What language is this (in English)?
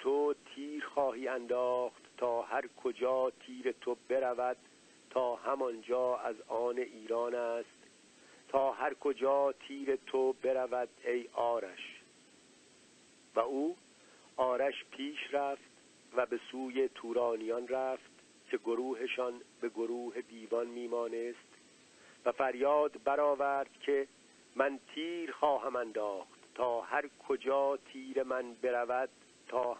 Persian